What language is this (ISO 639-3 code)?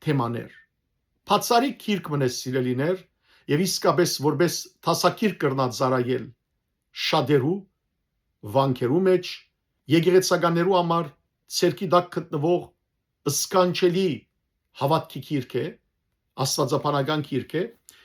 hyw